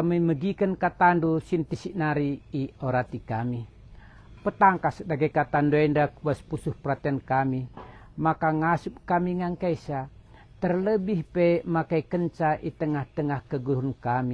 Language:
Batak Karo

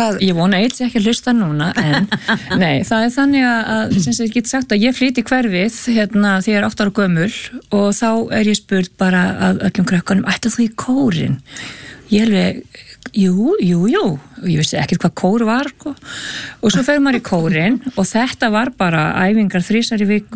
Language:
Icelandic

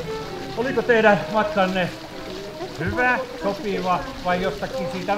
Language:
Finnish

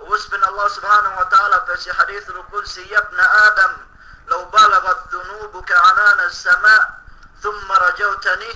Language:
Yakan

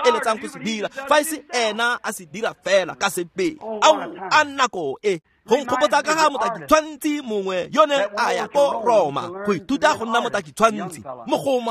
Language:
Tswana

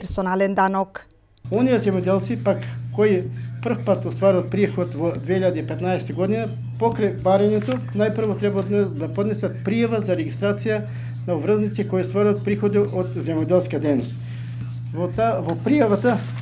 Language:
Macedonian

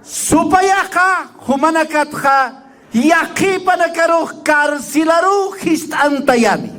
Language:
Aymara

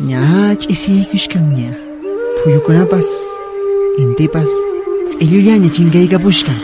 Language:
Quechua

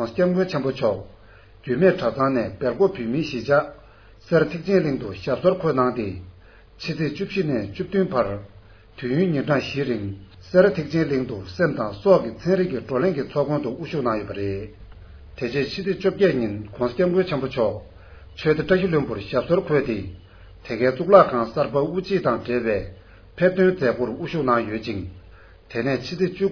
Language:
Tibetan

